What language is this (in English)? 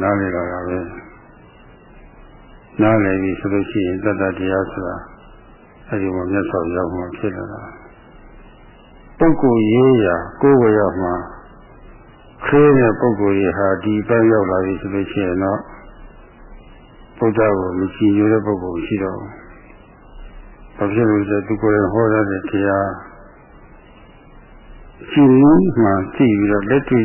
Burmese